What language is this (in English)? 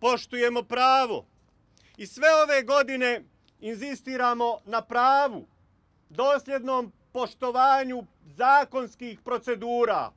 Bosnian